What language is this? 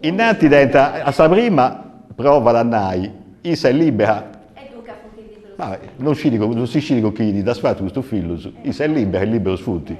Sardinian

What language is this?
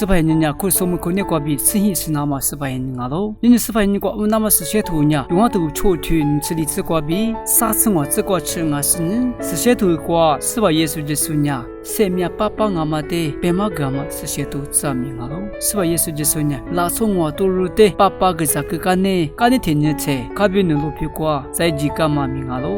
Lisu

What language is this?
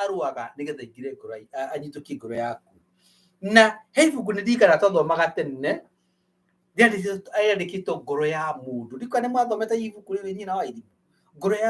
Kikuyu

